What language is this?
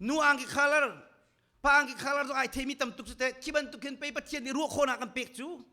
Hakha Chin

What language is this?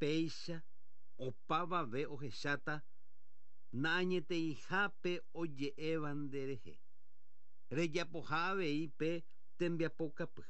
Guarani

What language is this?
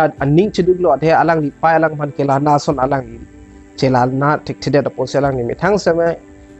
Karbi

